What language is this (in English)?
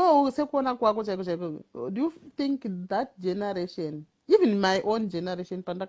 Shona